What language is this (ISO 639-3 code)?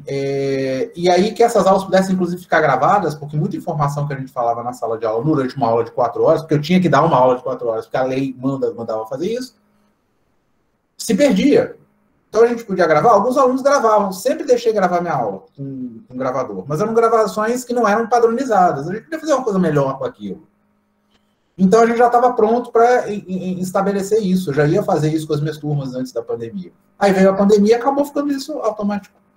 por